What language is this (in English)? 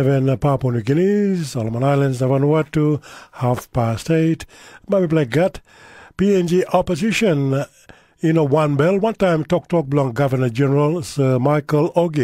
Tok Pisin